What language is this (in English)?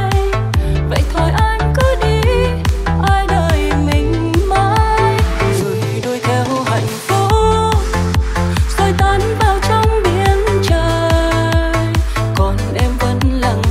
Vietnamese